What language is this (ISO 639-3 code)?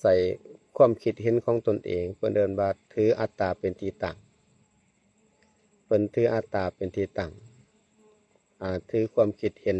lao